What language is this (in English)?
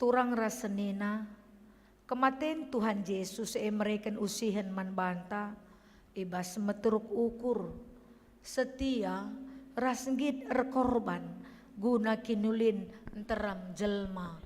Batak Karo